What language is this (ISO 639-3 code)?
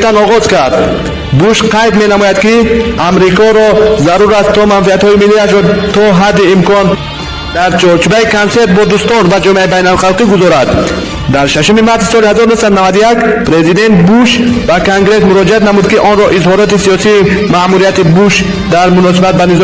tgk